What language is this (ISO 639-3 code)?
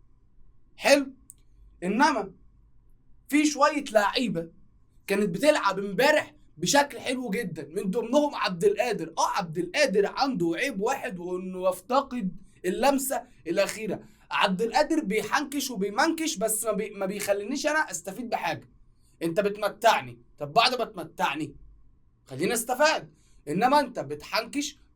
arz